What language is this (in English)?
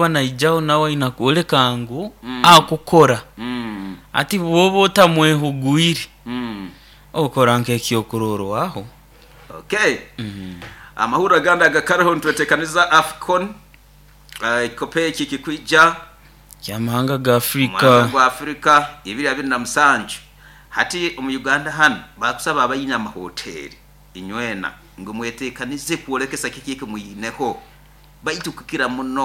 Nyoro